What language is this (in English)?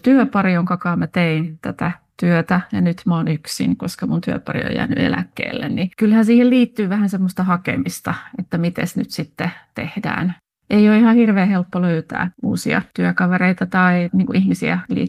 Finnish